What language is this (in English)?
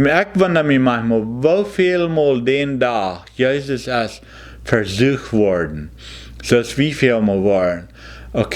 Plautdietsch